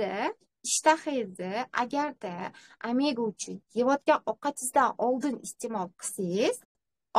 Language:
Uzbek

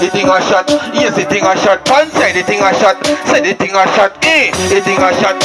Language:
Jamaican Creole English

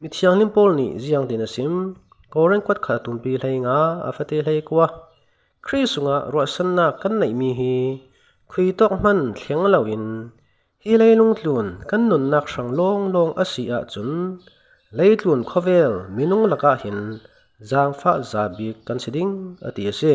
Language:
Falam Chin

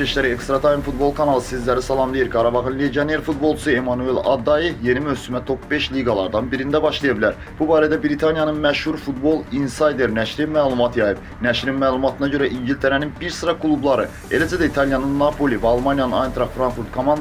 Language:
Azerbaijani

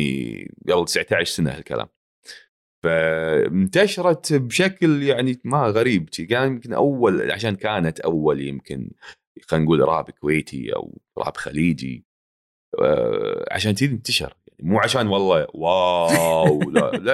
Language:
Gulf Arabic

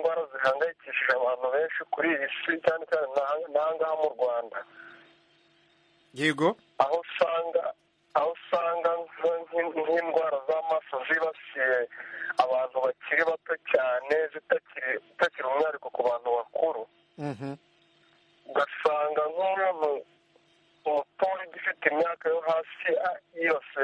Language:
Kinyarwanda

